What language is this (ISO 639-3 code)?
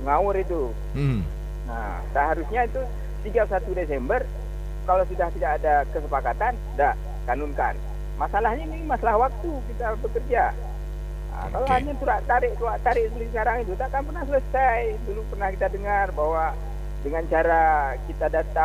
ind